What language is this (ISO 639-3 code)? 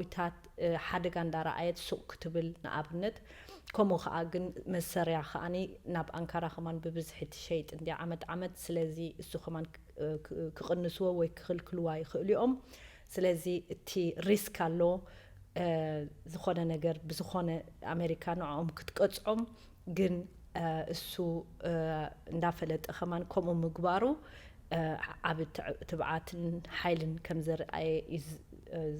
tir